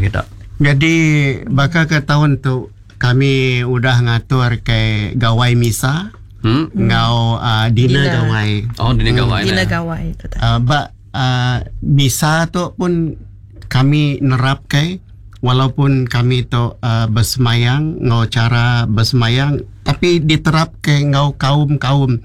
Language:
Iban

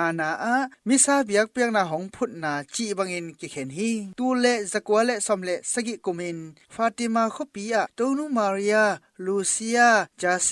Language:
Tedim Chin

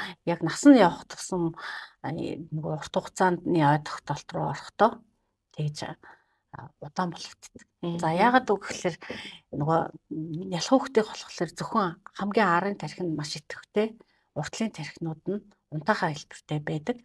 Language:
Mongolian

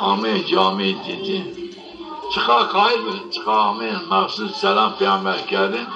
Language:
Zaza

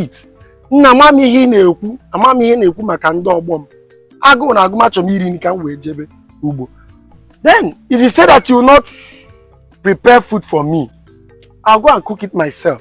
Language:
Igbo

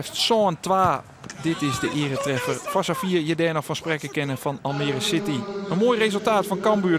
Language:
Western Frisian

